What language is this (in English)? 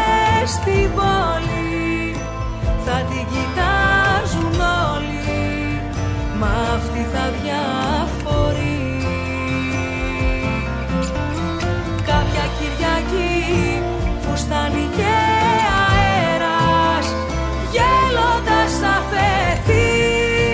Greek